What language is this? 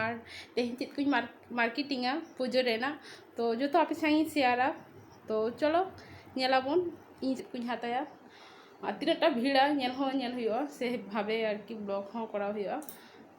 Santali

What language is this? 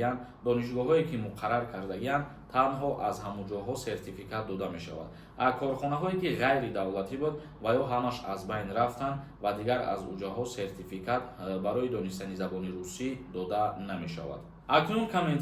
Tajik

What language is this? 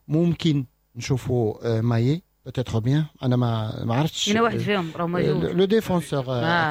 Moroccan Arabic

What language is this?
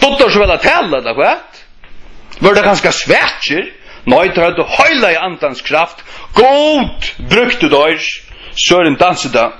Faroese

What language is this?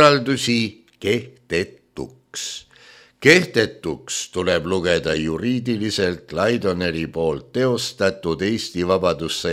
Estonian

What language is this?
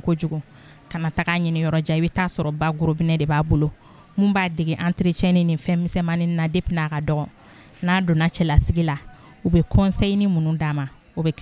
Bambara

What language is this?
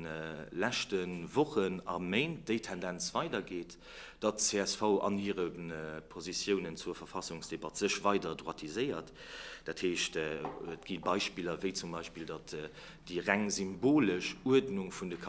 Luxembourgish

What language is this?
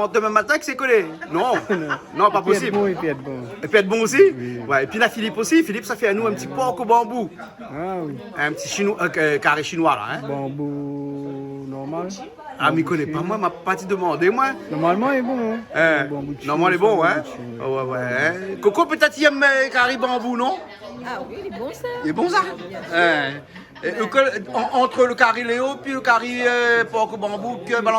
Réunion Creole French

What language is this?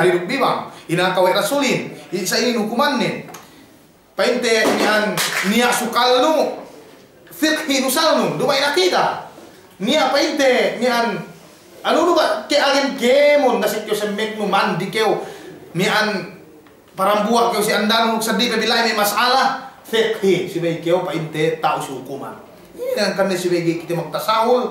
Yakan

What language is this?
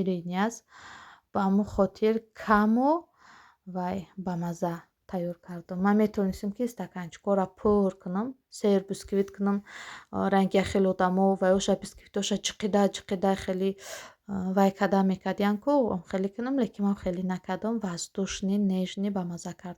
Tajik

